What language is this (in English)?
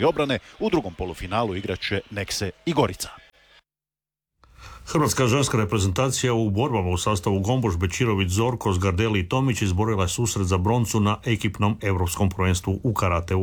Croatian